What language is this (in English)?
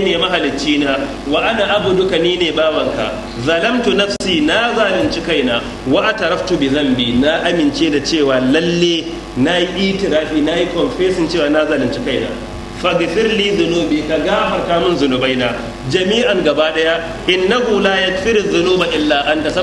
Hausa